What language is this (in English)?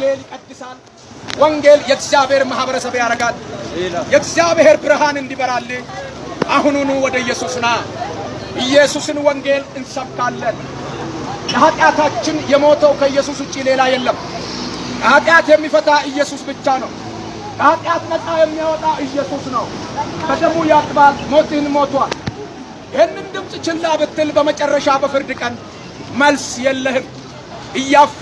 Amharic